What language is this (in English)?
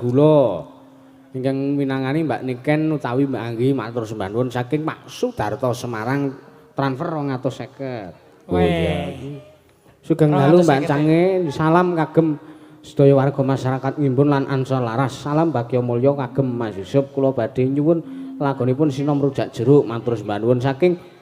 Javanese